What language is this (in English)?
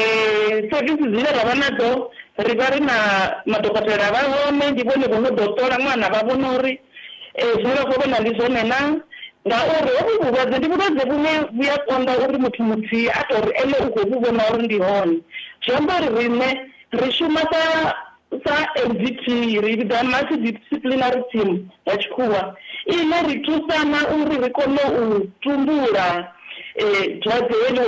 Venda